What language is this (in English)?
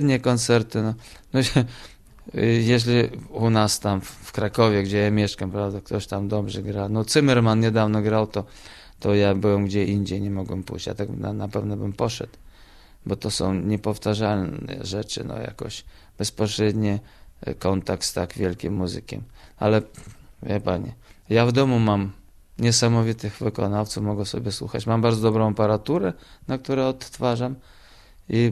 Polish